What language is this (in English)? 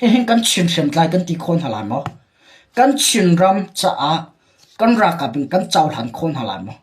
Hakha Chin